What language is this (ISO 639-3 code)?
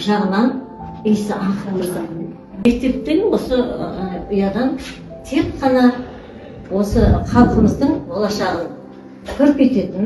kaz